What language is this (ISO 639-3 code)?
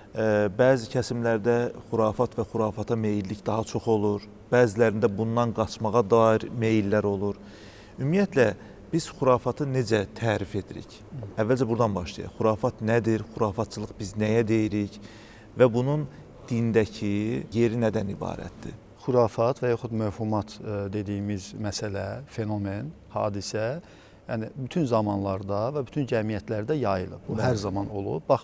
aze